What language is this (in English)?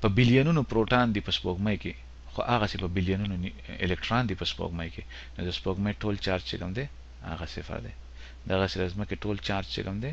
Pashto